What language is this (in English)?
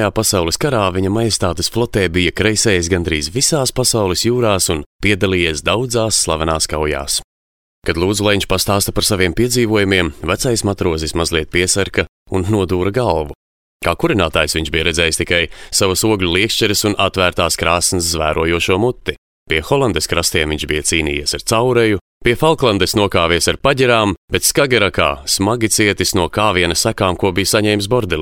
Latvian